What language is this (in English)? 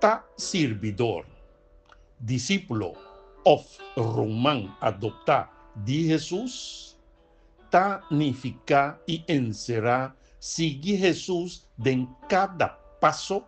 Papiamento